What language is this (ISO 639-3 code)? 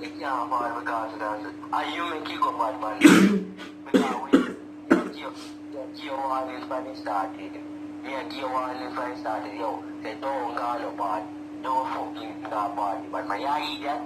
jam